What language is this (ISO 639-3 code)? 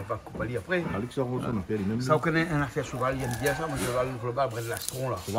rcf